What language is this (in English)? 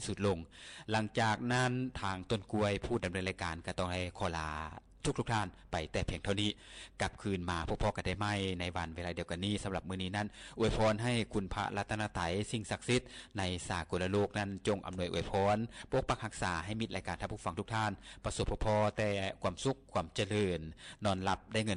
Lao